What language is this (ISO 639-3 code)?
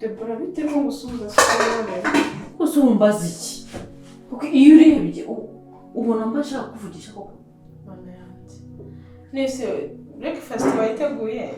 kin